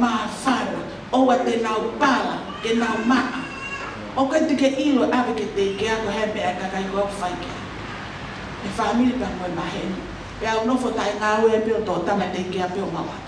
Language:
Tongan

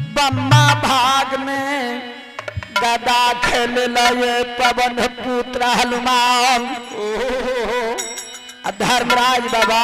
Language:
Maithili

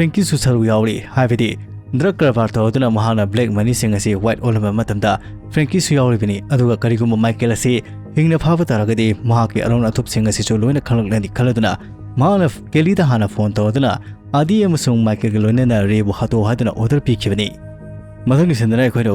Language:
Manipuri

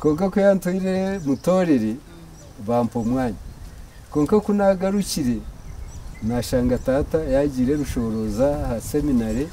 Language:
Nyankole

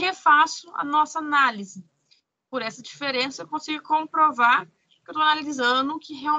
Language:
Portuguese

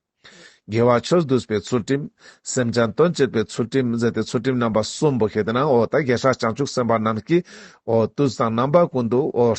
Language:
Ladakhi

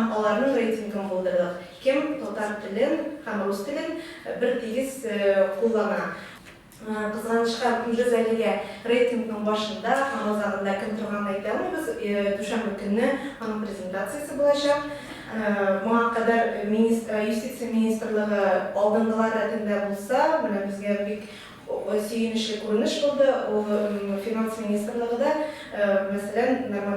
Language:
Tatar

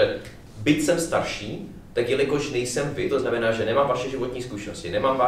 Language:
Czech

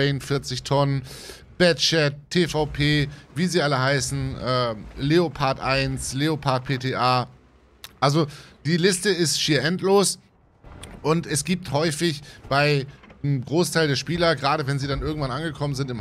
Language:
German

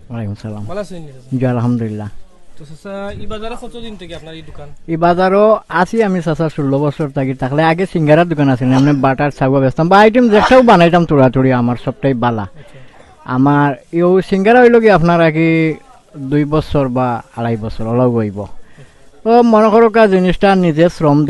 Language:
Sylheti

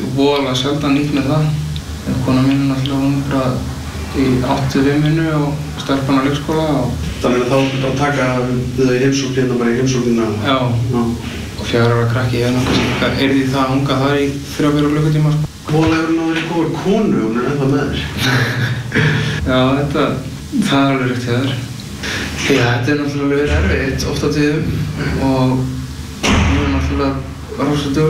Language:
Icelandic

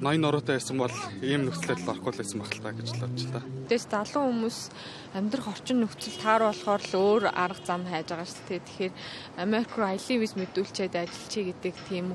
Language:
Mongolian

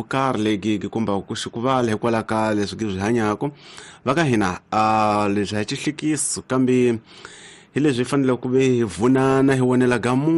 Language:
Tsonga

